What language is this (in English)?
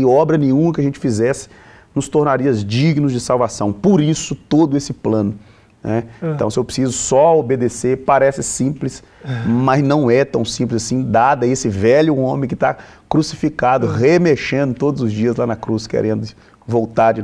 Portuguese